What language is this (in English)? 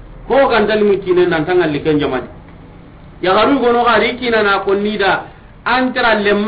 Soninke